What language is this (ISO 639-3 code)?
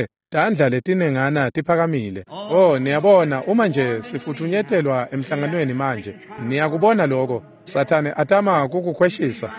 ssw